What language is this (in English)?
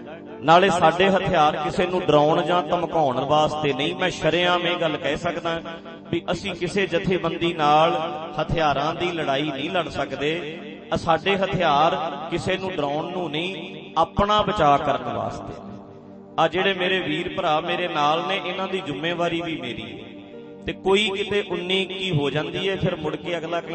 Punjabi